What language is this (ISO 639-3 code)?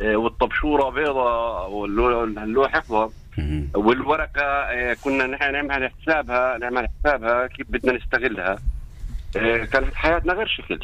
apc